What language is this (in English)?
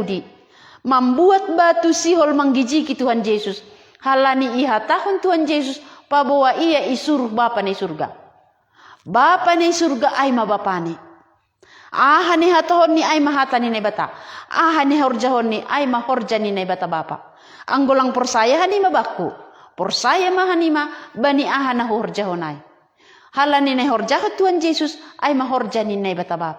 Batak Simalungun